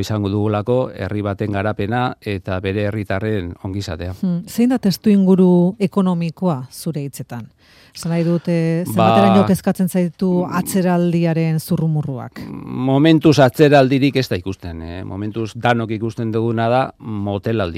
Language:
Basque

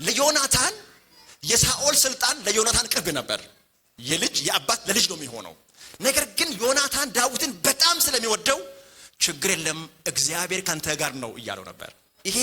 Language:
Amharic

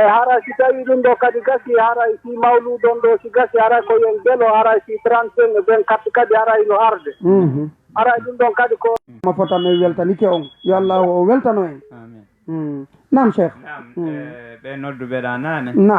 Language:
Fula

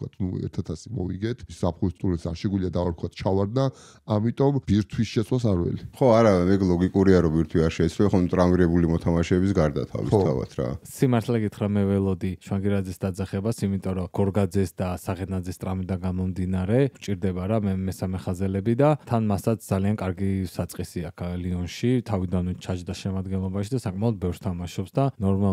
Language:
Georgian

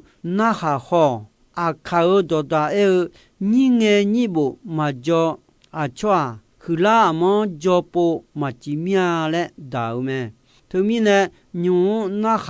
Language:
Akha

